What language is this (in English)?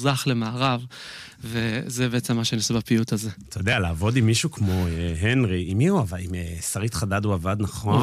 Hebrew